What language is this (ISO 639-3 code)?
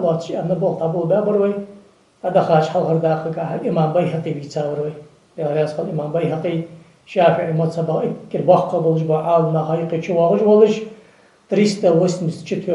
inh